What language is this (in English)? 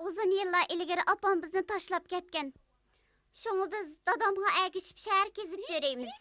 Uyghur